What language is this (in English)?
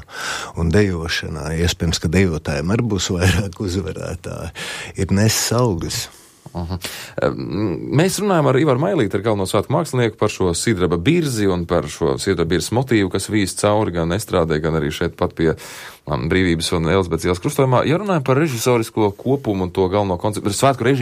Latvian